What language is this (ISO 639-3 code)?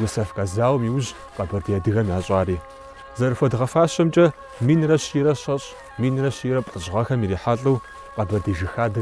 kbd